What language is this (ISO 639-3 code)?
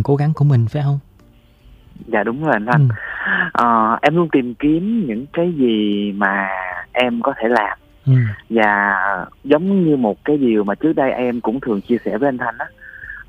vie